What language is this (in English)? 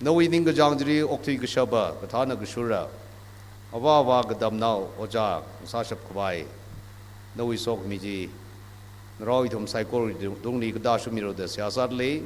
Tangkhul Naga (India)